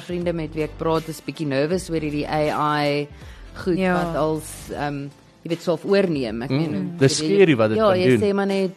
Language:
Afrikaans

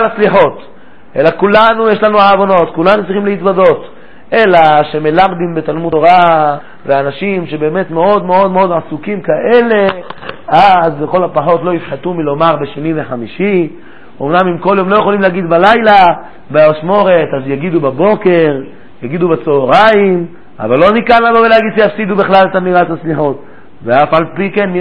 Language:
Hebrew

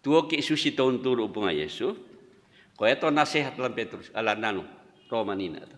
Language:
Toraja-Sa'dan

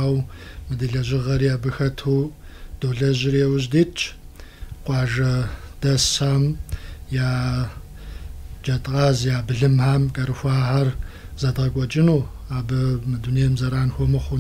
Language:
Kabardian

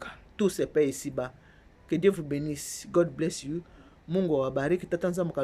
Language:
Lingala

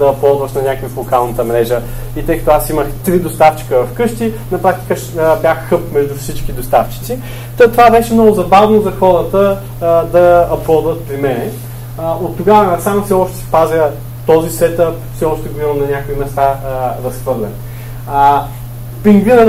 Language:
Bulgarian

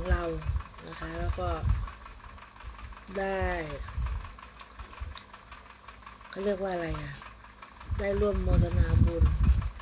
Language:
Thai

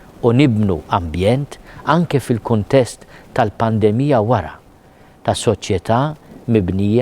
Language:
Maltese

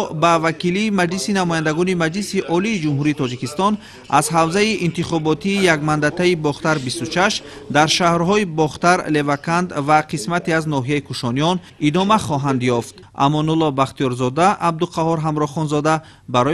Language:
Tajik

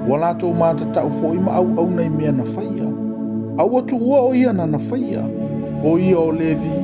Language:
Samoan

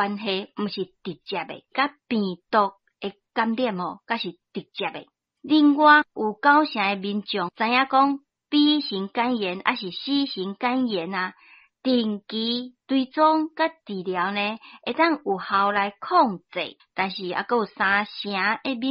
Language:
Min Nan Chinese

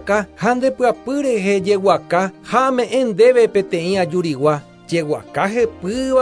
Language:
Guarani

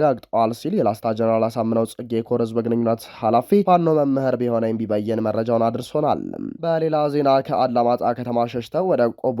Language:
Amharic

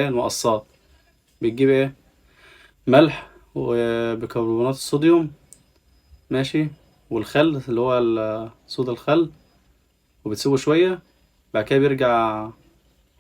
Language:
Egyptian Arabic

